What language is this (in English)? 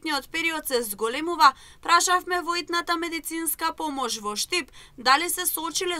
Macedonian